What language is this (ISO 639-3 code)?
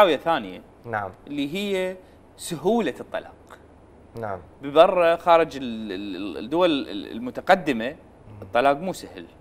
acm